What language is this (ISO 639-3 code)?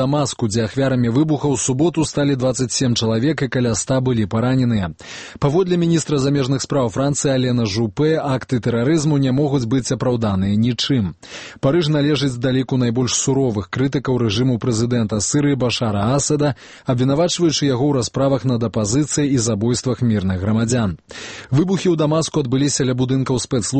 bel